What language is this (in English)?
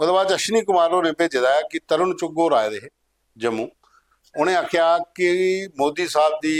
Dogri